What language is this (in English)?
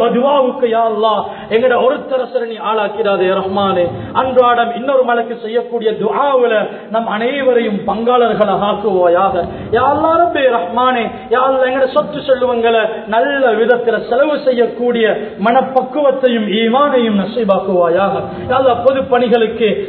Tamil